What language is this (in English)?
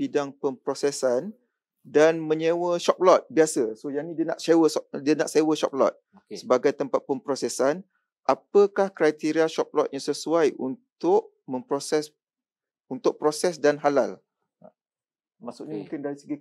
Malay